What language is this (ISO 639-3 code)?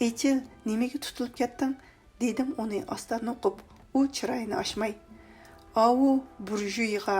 uig